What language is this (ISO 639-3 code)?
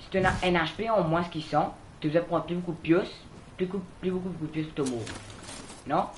mfe